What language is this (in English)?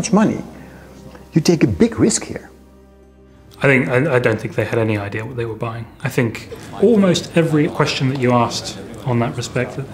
English